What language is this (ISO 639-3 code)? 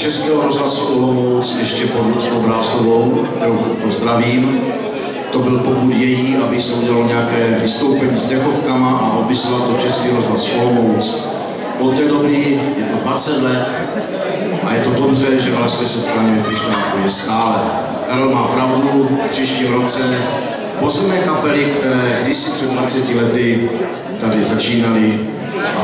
ces